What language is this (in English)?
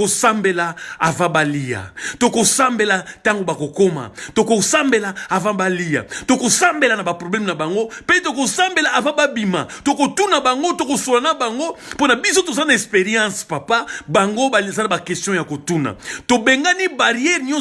Lingala